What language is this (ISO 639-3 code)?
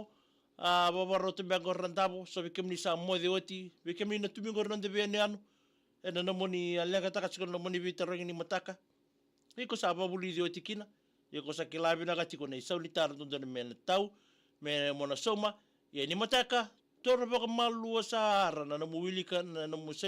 fij